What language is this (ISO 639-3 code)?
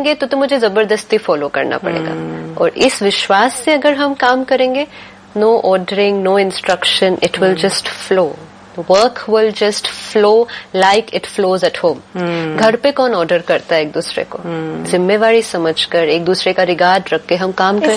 hin